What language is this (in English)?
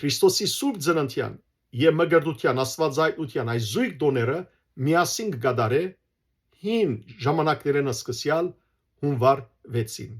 Western Armenian